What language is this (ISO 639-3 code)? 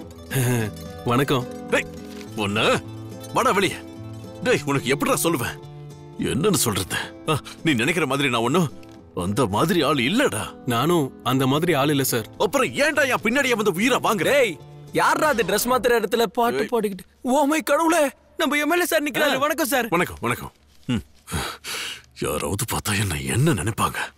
tam